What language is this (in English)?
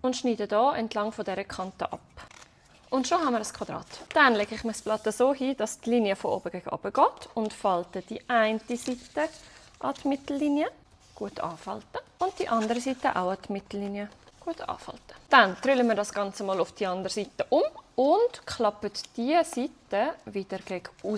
Swiss German